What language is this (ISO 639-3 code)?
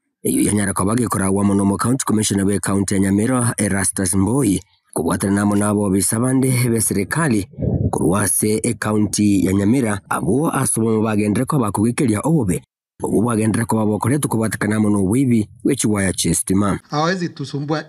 guz